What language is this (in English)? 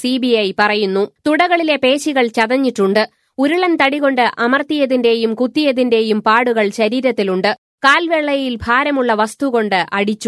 Malayalam